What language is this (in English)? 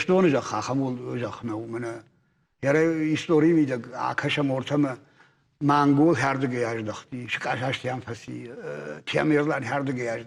Ossetic